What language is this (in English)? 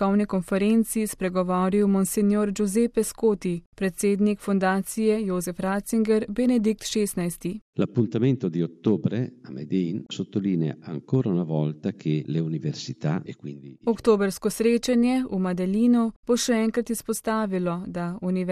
Slovenian